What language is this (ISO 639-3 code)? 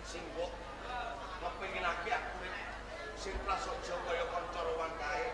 jav